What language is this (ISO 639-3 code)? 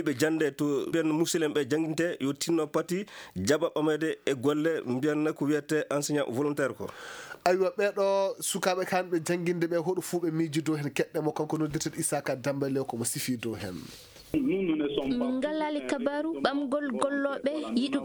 ful